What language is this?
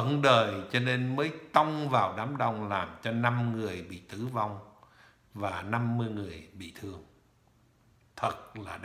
Vietnamese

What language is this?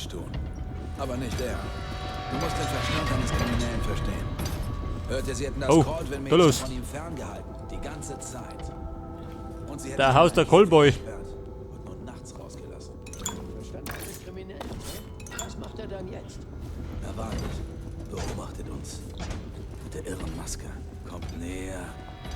Bavarian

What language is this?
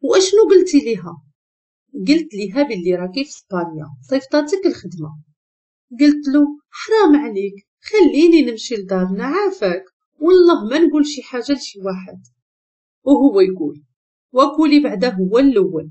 Moroccan Arabic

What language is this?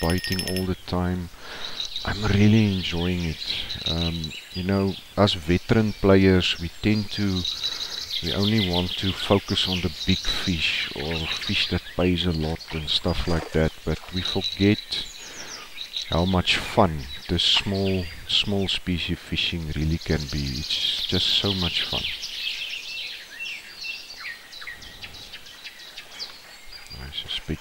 English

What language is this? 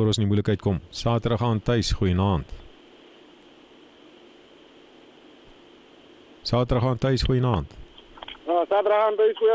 Afrikaans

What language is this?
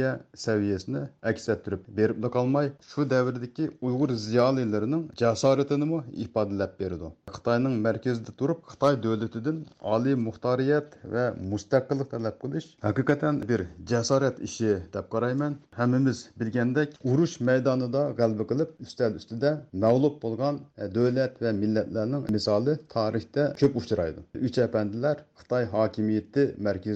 Uyghur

